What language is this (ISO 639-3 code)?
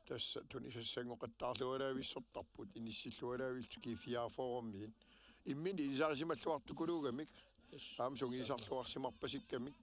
kal